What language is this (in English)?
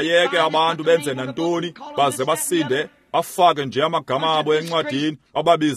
Xhosa